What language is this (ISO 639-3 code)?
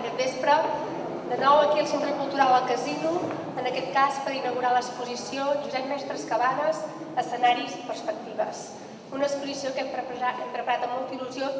cat